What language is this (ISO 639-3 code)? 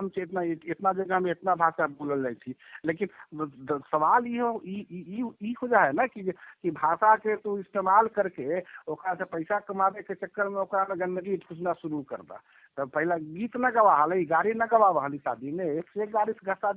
mag